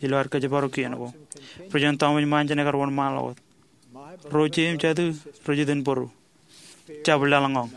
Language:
Marshallese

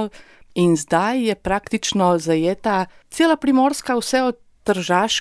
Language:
Slovenian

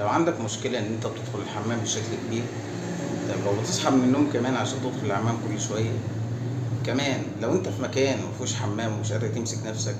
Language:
Egyptian Arabic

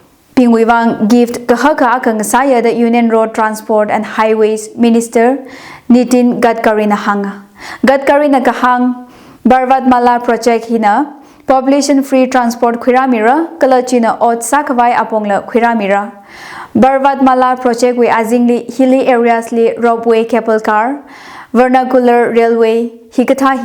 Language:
Tangkhul Naga (India)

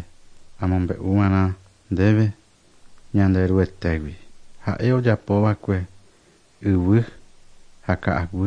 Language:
Guarani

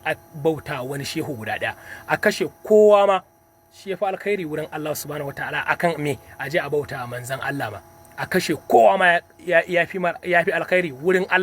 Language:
Hausa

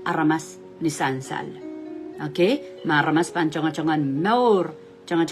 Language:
Pohnpeian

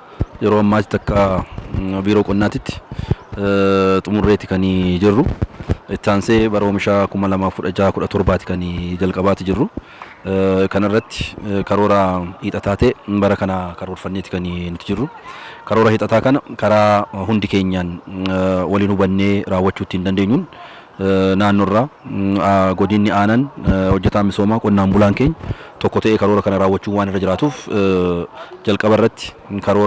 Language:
Oromo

